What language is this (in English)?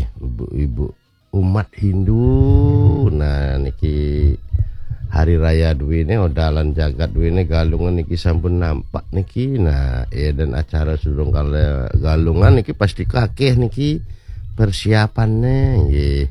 Balinese